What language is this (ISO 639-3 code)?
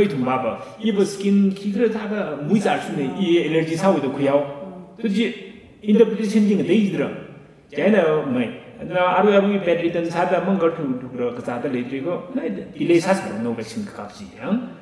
nmf